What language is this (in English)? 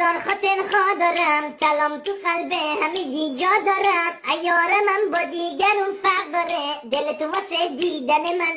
Tajik